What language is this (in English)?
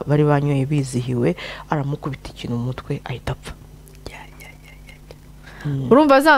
Kinyarwanda